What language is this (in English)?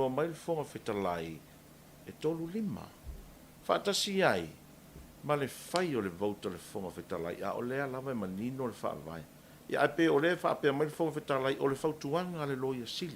Samoan